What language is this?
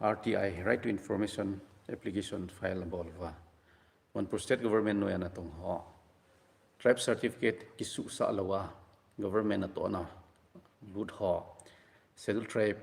Thado Chin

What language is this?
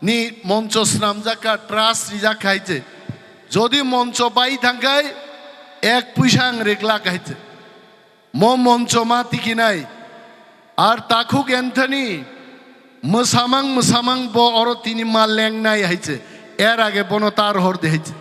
Kok Borok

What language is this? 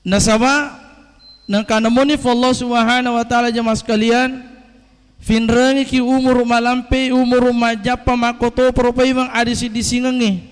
Buginese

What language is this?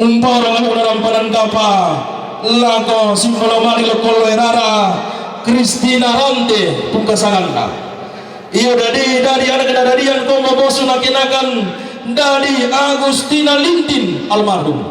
Toraja-Sa'dan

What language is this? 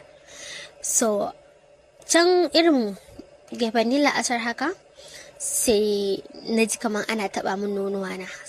Hausa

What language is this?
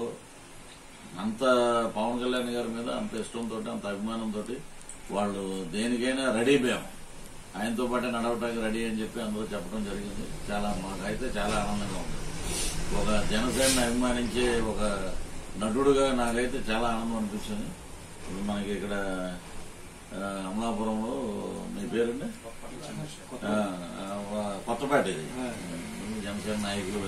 Telugu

